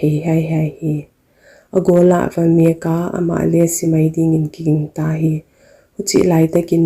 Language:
Paite Chin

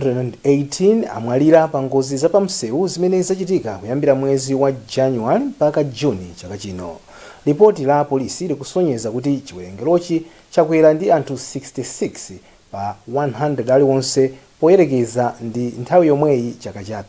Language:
Nyanja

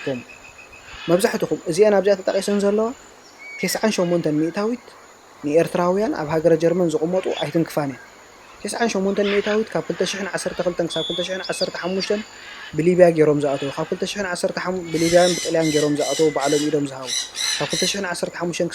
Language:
Tigrinya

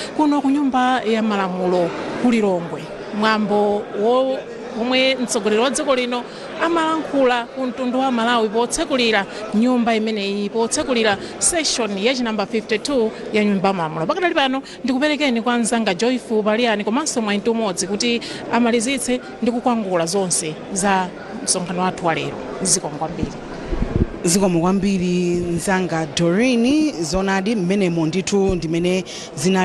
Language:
Nyanja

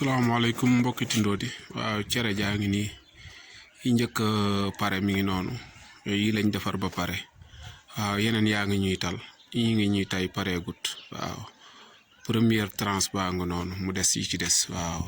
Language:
Wolof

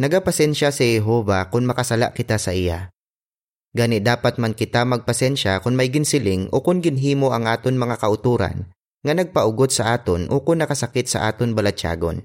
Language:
Hiligaynon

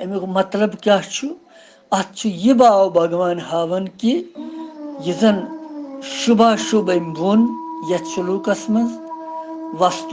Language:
Kashmiri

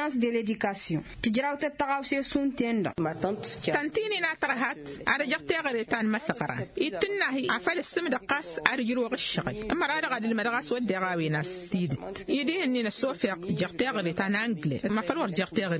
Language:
Tamasheq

